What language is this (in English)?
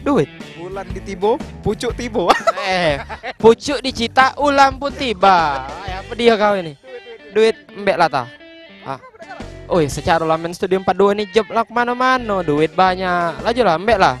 Musi